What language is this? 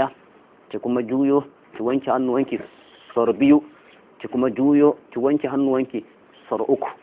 Hausa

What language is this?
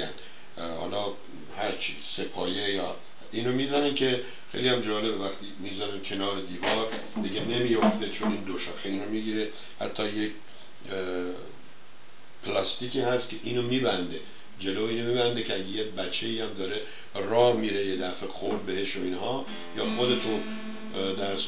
Persian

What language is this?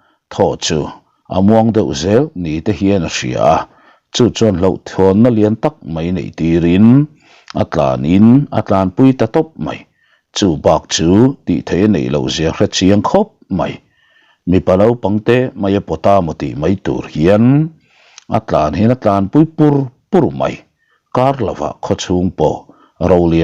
Mizo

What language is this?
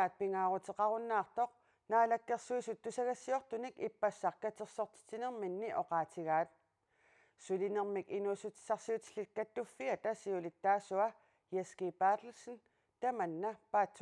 Kalaallisut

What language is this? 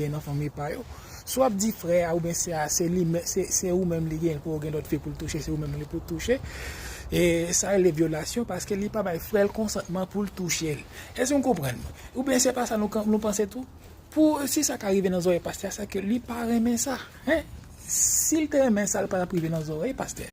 Haitian Creole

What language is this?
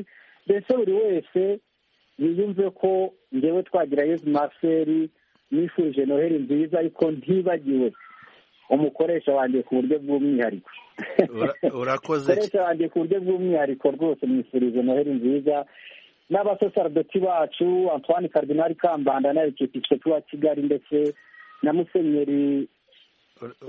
Kinyarwanda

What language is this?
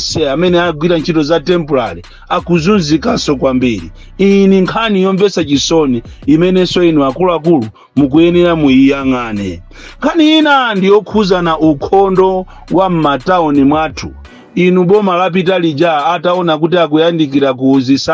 Nyanja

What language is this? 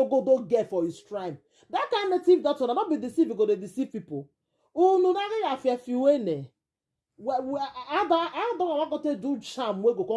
Nigerian Pidgin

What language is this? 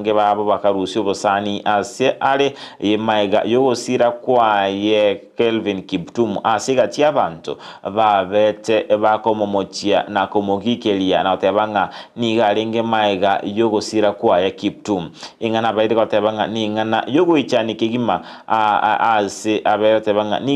Gusii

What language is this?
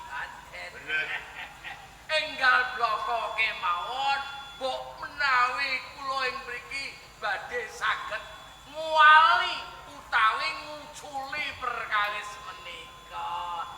Javanese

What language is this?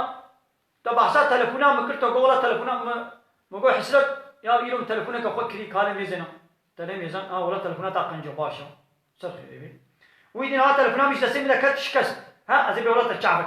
Kurdish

